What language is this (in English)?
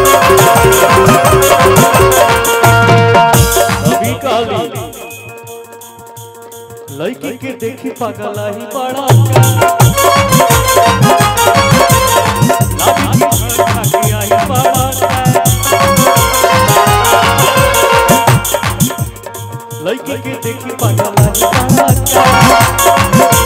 Bhojpuri